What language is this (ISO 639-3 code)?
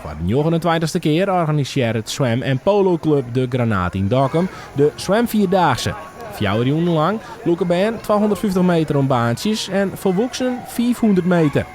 fry